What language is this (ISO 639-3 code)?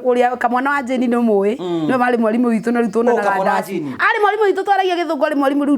kik